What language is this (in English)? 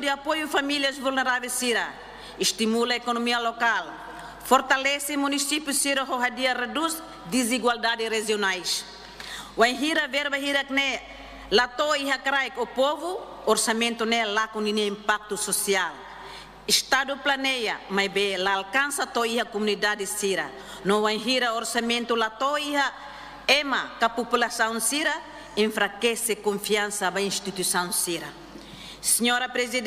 Tetum